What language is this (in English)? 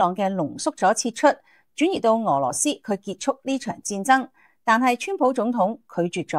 Cantonese